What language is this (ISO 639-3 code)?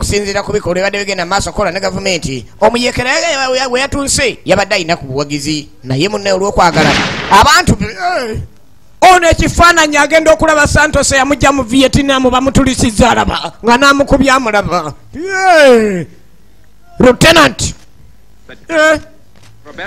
lug